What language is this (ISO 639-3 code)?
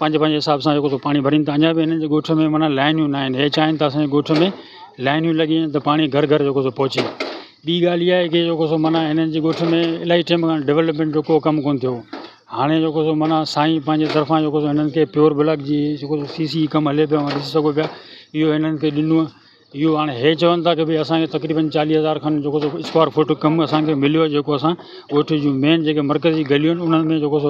snd